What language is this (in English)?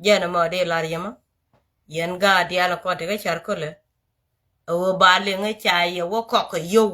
Nuer